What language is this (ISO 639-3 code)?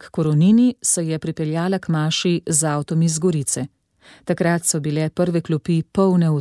slv